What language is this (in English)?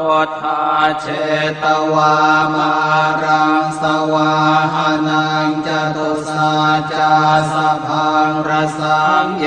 Pali